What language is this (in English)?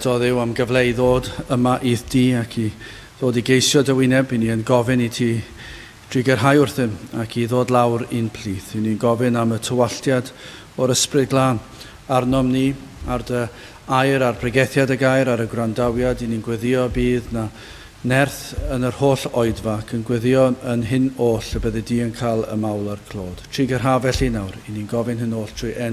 Welsh